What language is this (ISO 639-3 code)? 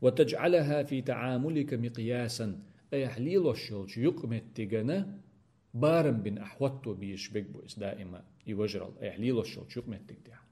che